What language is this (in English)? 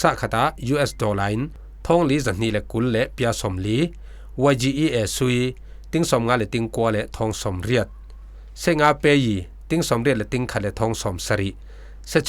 Falam Chin